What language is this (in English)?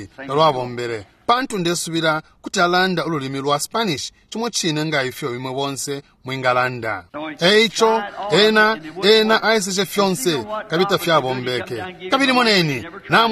Bemba